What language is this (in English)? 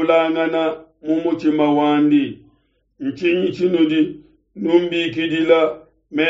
Luba-Lulua